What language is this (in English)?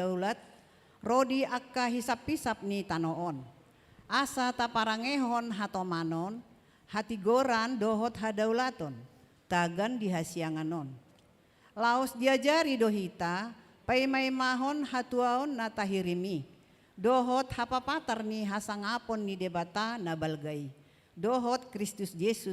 Batak Toba